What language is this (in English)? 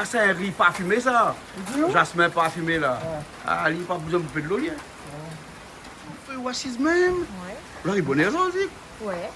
Réunion Creole French